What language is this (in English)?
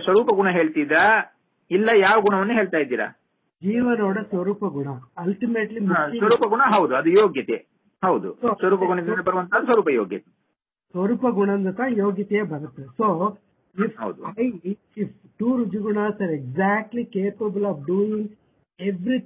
Kannada